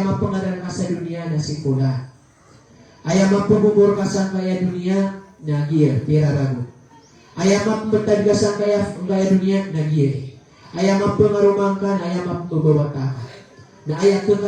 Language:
Maranao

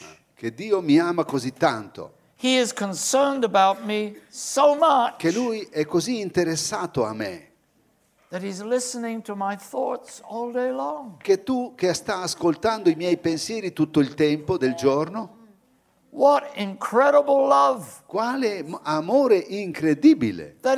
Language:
Italian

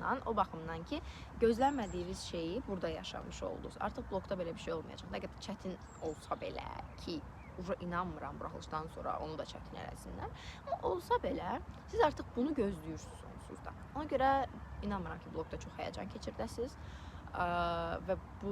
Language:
Azerbaijani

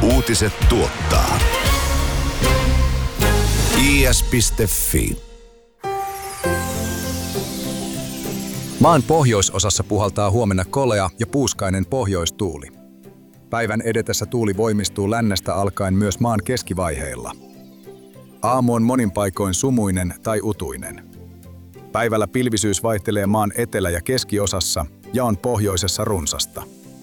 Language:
Finnish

